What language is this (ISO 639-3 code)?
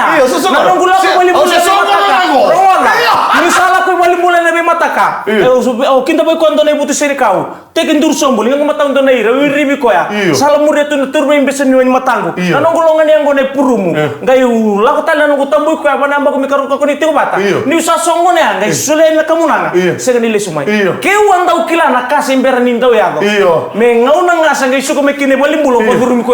fij